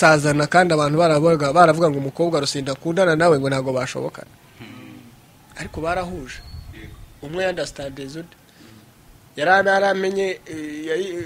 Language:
Kinyarwanda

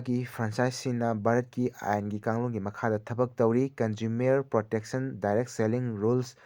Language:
Manipuri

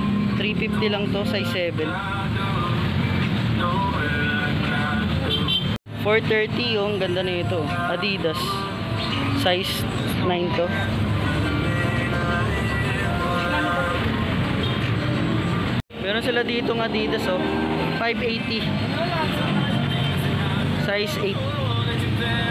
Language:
Filipino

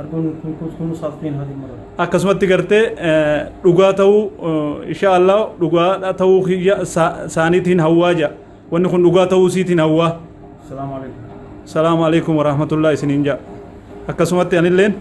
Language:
Oromo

